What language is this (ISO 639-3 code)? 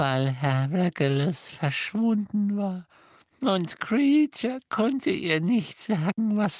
deu